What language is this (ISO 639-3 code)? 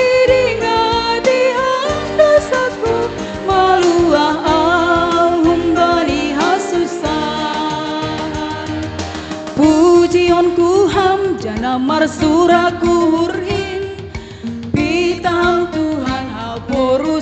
bts